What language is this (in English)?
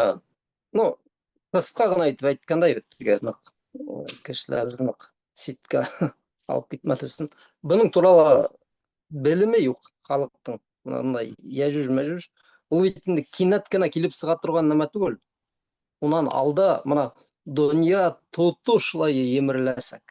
Bashkir